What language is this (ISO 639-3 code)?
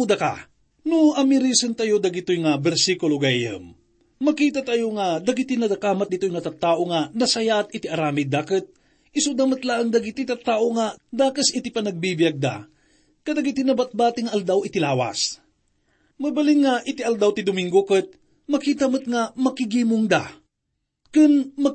ilo